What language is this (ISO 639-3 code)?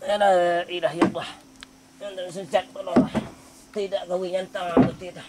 min